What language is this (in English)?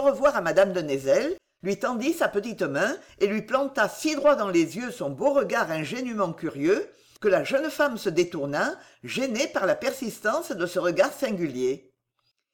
French